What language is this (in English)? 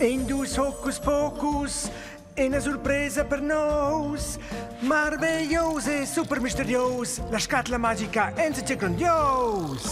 Romansh